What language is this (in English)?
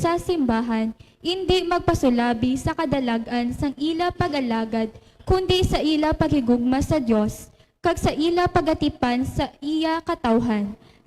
Hiligaynon